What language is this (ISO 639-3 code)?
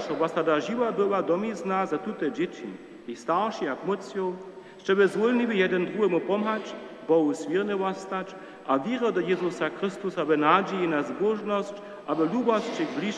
hsb